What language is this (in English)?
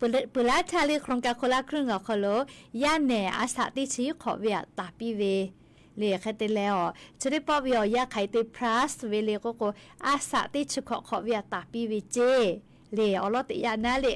Lahu